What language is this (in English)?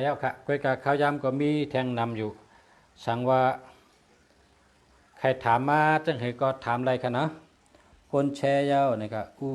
Shan